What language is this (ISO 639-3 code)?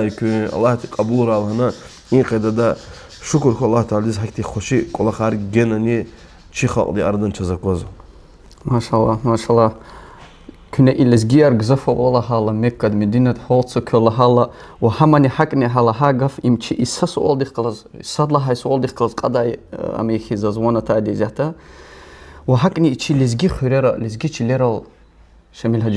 lez